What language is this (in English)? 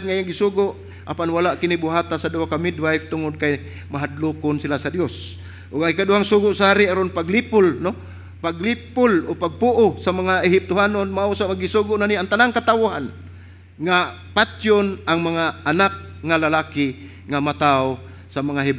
Cebuano